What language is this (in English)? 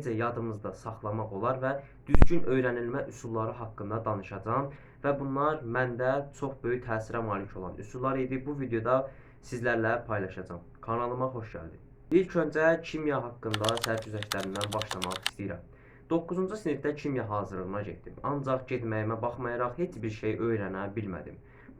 Azerbaijani